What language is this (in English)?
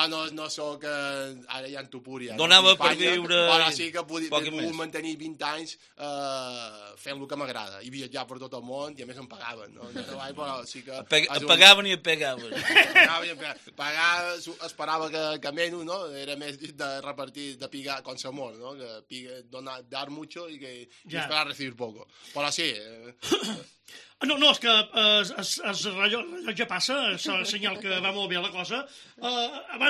Catalan